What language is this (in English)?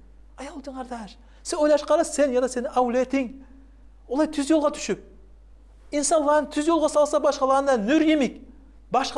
Kumyk